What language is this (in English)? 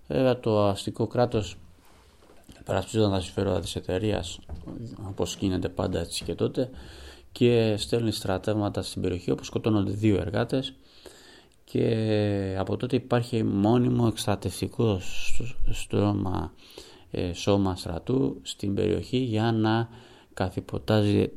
Greek